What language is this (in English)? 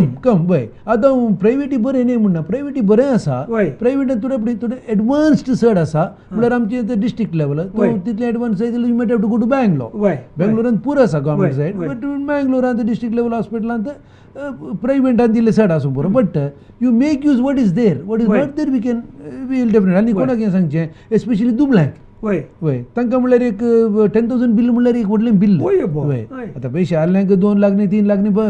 Konkani